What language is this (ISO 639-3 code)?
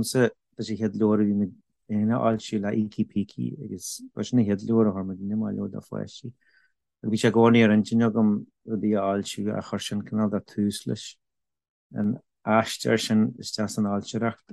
gle